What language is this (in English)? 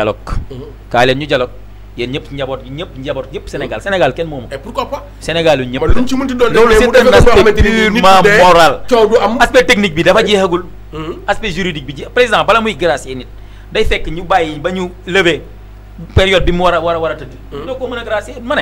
Wolof